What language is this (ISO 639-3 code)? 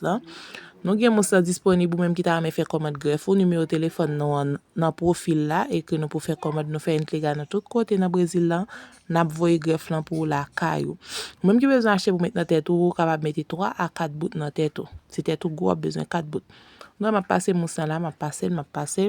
hat